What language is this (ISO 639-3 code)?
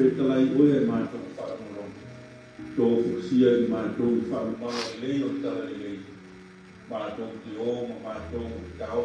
smo